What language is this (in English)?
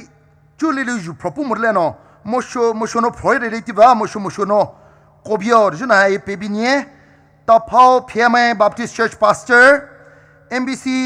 Poumei Naga